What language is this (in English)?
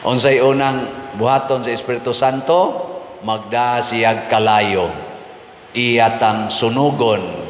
Cebuano